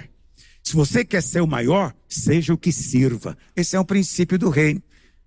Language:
Portuguese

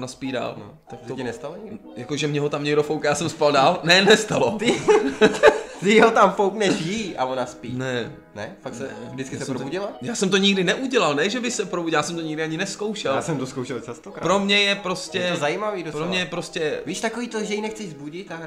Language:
Czech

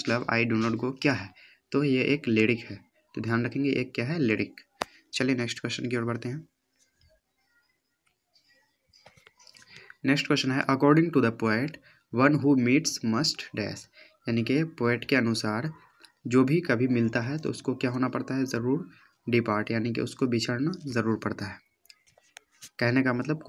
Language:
Hindi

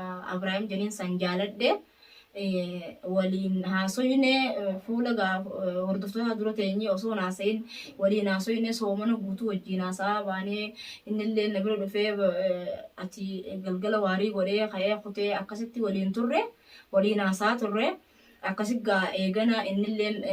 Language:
Oromo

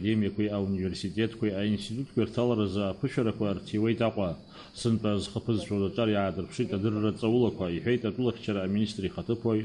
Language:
Abkhazian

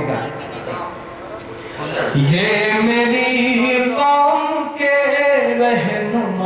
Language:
Urdu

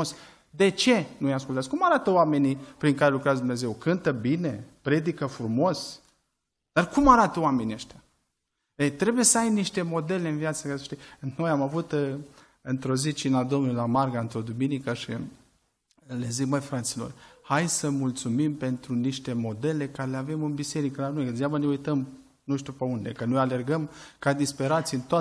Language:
Romanian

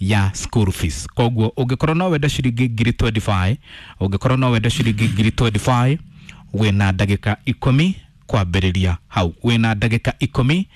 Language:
Kikuyu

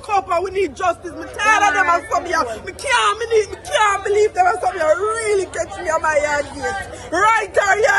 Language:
Jamaican Creole English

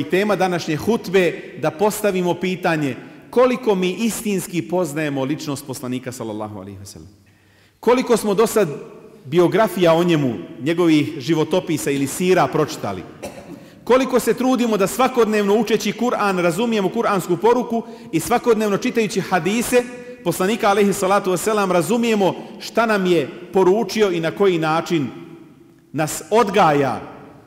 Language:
Bosnian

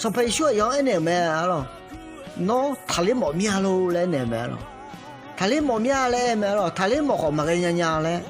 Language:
Akha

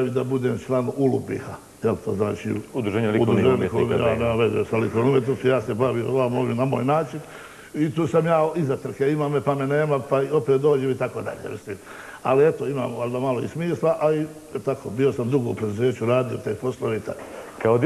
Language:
Bosnian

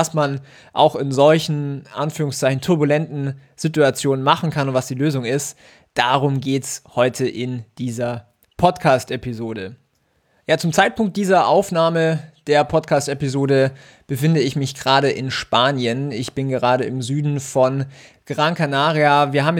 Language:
German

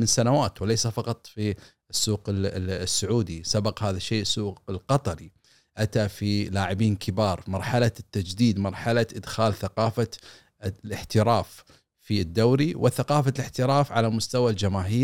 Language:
Gulf Arabic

